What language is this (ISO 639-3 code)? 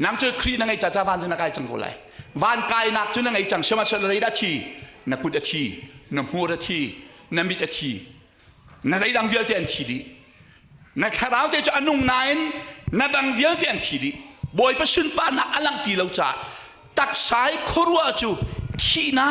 cnh